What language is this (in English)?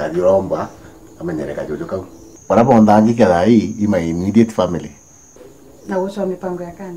Meru